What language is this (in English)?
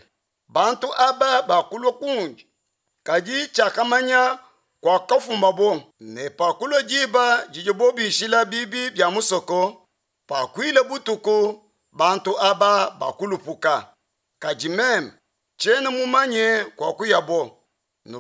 Luba-Lulua